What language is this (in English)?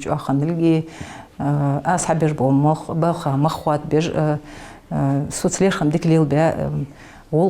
Ingush